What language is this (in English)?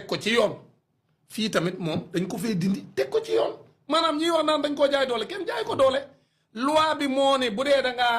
Wolof